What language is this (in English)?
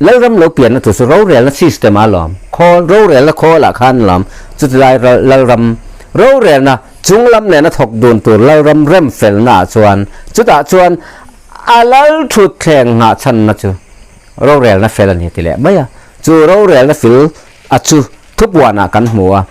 Mizo